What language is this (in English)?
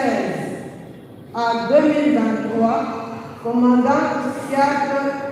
Luba-Lulua